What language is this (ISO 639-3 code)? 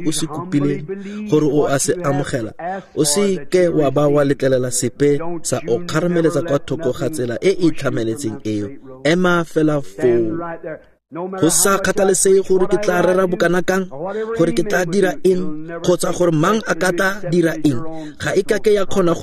tsn